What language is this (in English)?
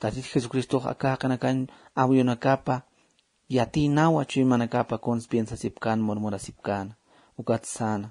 Aymara